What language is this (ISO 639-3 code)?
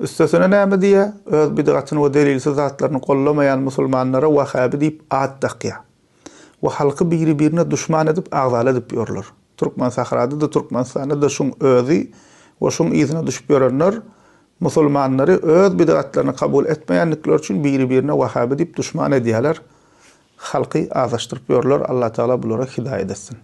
tuk